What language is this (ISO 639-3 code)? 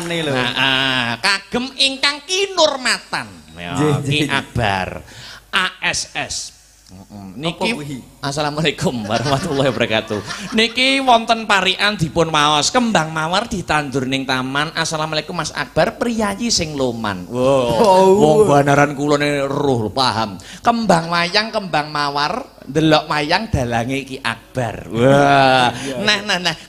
jav